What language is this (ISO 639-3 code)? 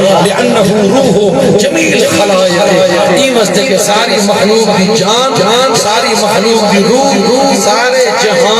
skr